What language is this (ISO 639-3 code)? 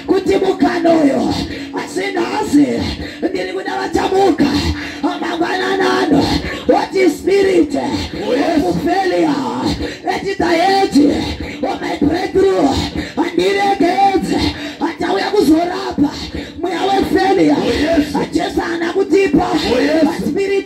sna